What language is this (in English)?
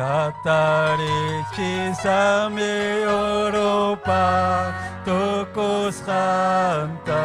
Ayacucho Quechua